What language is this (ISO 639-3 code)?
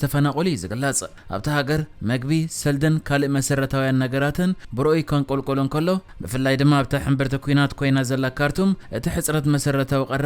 tir